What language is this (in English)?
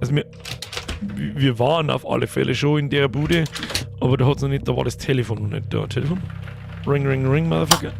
Bavarian